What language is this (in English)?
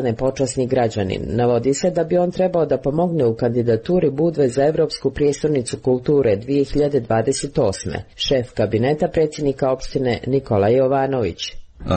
Serbian